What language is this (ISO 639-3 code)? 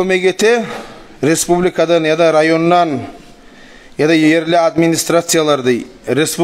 kum